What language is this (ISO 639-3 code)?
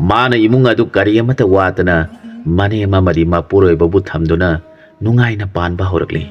mni